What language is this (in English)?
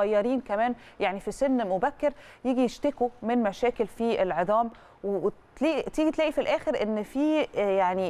Egyptian Arabic